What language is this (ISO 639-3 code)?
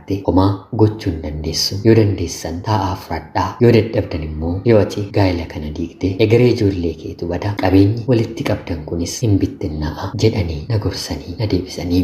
orm